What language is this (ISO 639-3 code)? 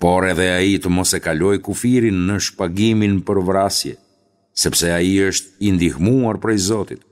sqi